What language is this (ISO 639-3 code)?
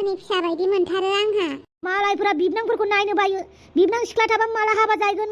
brx